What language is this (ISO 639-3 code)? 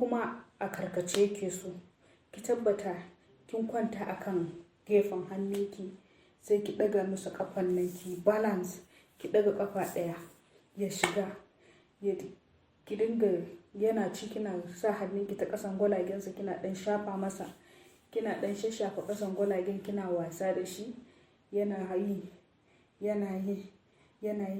hau